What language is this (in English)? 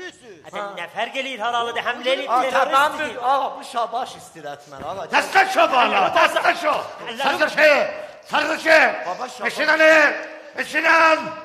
South Azerbaijani